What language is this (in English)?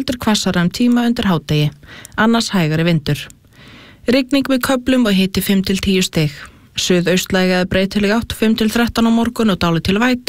Icelandic